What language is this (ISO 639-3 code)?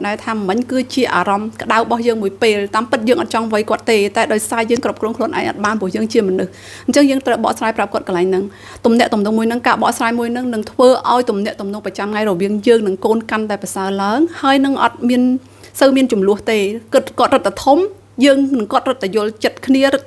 khm